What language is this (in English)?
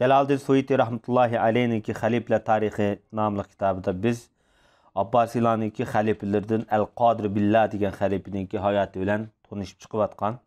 Uyghur